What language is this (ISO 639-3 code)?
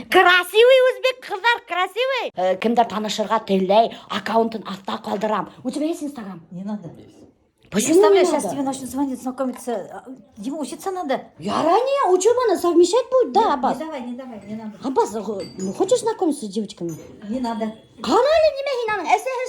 bak